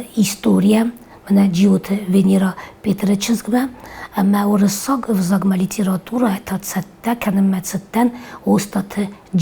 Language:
Ossetic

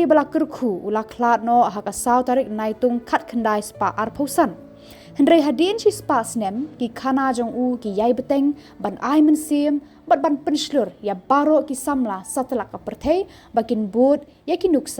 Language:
Khasi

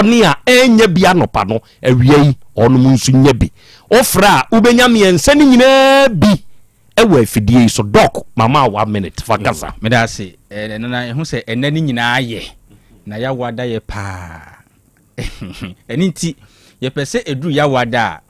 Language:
Akan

